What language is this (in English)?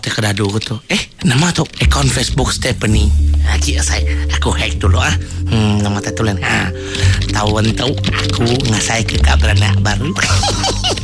Iban